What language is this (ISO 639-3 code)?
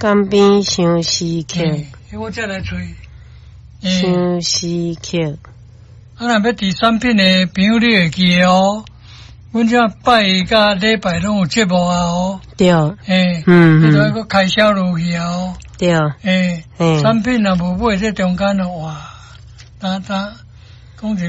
nan